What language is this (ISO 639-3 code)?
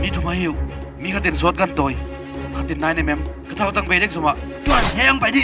pck